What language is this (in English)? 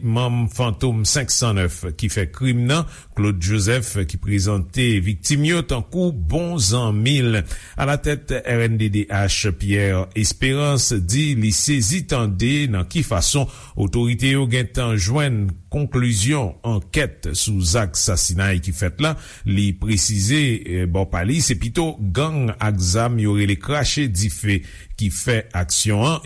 Haitian Creole